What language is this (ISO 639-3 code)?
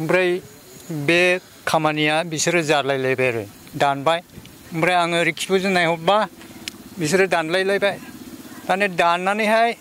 brx